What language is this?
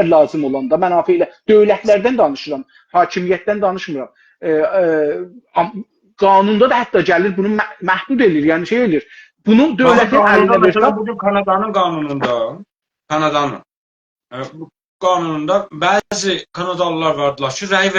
South Azerbaijani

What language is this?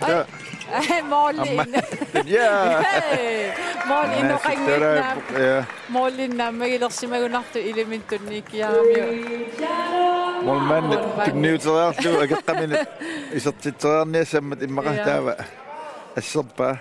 Kalaallisut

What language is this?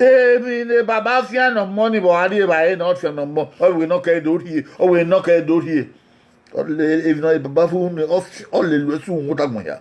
Bini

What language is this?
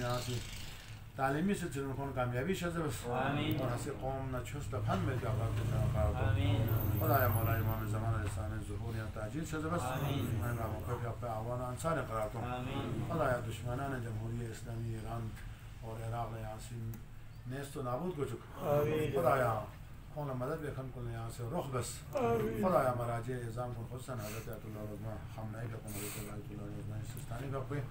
Urdu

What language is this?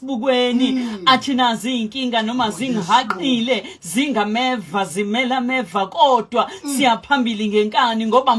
Zulu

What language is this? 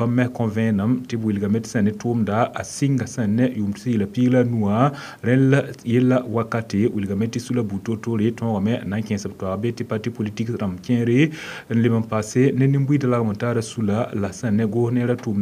Mossi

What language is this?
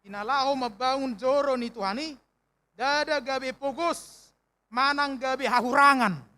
Batak Toba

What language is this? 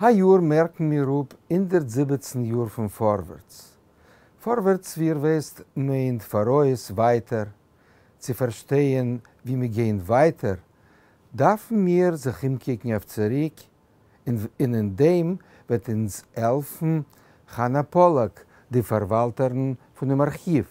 Yiddish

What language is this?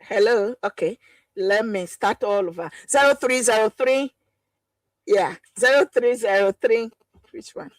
Ewe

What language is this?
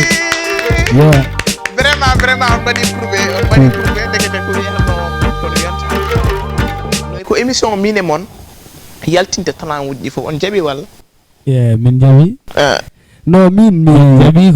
Fula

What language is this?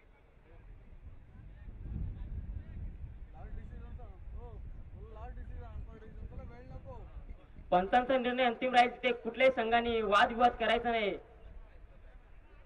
Marathi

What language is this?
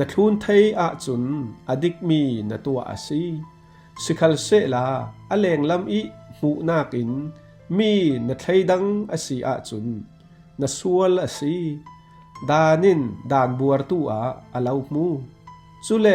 Falam Chin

